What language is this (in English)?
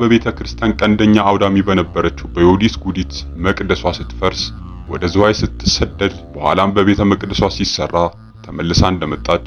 Amharic